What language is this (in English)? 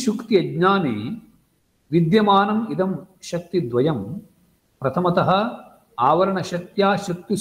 Sanskrit